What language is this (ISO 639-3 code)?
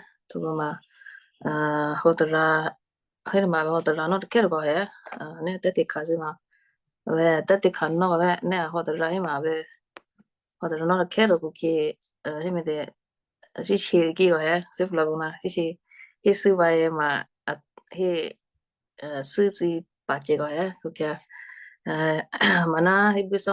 kyu